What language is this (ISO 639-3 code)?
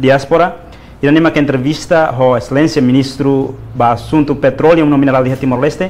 tet